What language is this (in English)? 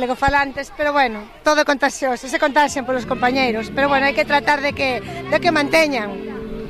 Galician